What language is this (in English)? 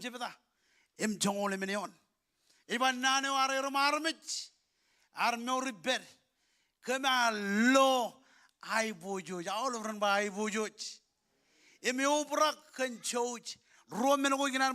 Marshallese